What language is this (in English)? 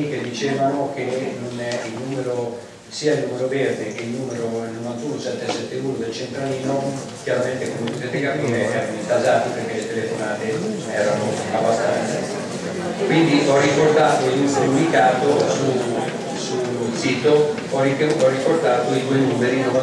Italian